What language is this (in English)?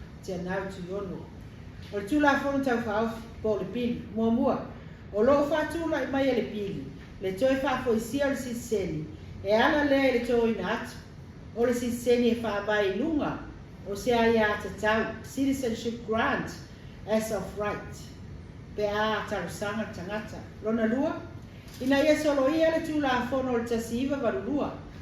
Samoan